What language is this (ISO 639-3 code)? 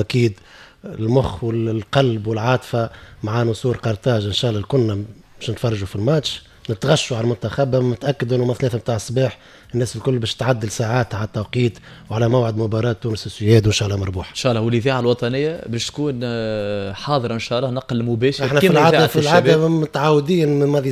aeb